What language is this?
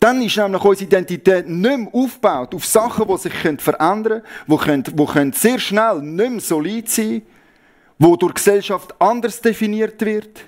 Swiss German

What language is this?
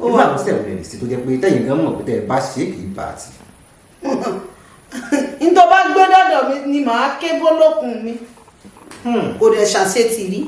Yoruba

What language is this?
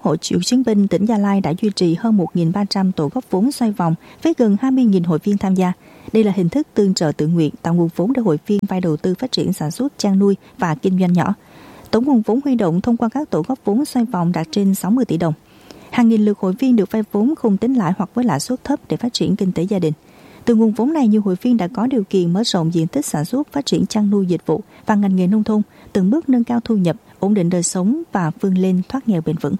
Vietnamese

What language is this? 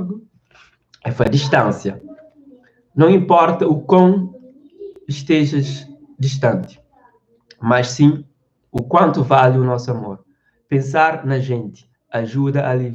Kabuverdianu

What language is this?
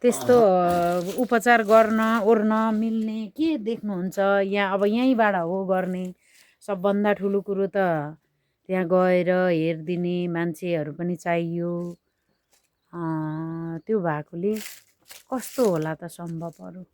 Nepali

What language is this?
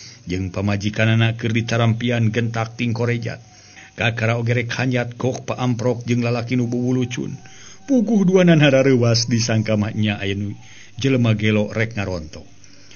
Sundanese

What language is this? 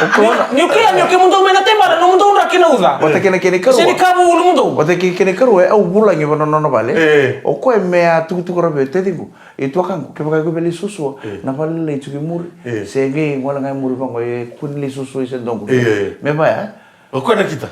Fijian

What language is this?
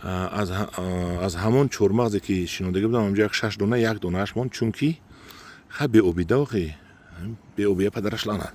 Tajik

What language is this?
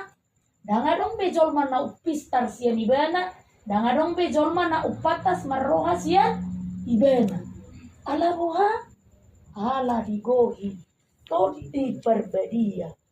Batak Toba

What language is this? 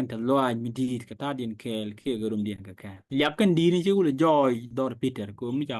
Nuer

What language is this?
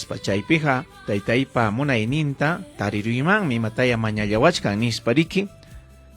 Ayacucho Quechua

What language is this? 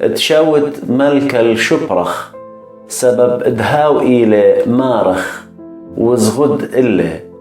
Assyrian Neo-Aramaic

